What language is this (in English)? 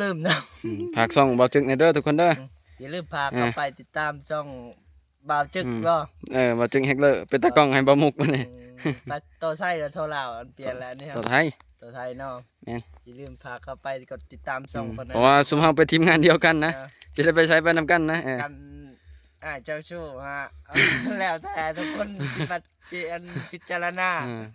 Lao